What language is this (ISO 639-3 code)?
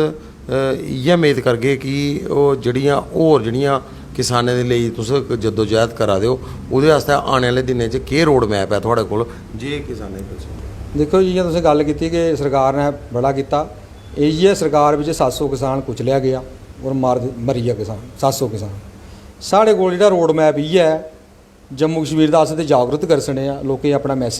doi